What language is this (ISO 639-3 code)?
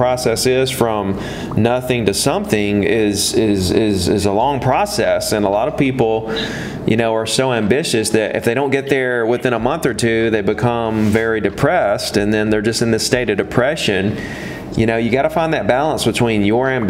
eng